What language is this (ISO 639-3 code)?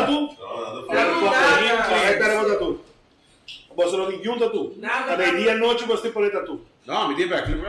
pap